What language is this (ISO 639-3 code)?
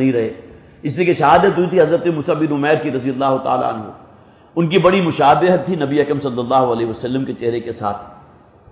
urd